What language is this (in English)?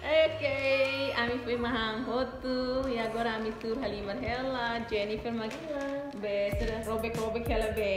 Tetum